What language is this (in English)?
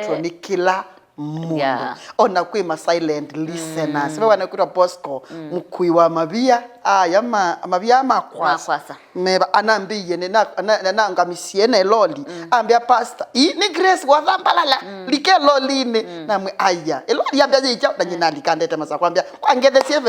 Kamba